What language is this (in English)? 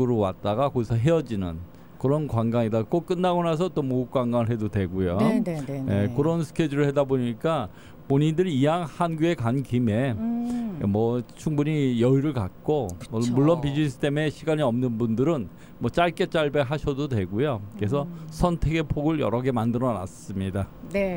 Korean